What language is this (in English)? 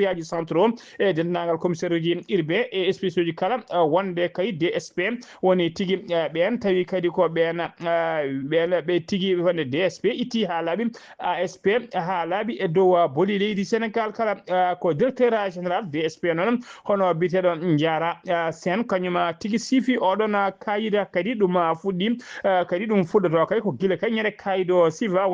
Fula